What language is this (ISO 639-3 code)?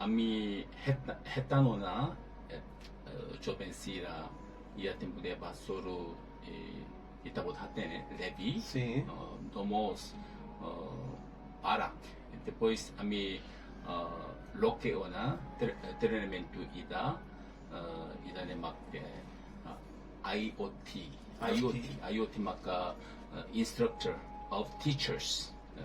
tet